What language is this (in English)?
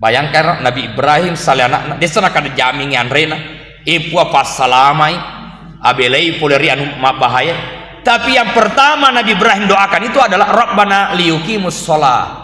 Buginese